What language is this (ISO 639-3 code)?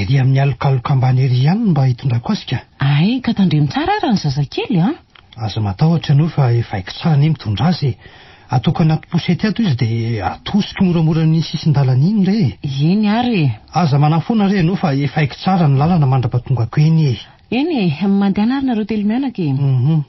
mlg